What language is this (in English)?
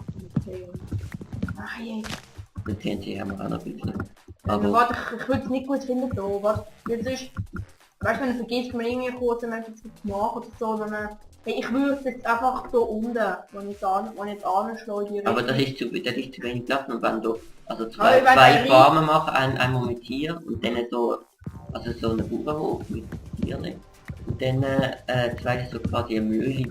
Swiss German